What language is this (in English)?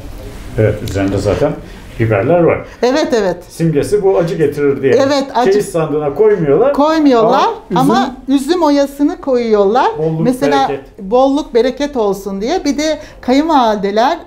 Turkish